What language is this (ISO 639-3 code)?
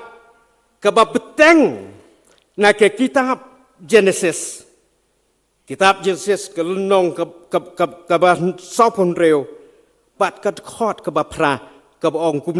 kha